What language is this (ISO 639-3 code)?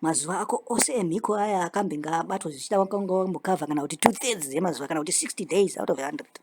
sna